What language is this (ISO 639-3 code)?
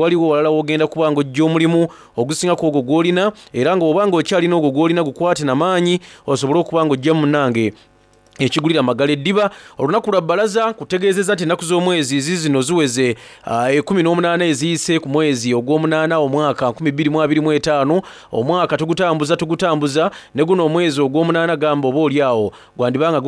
xog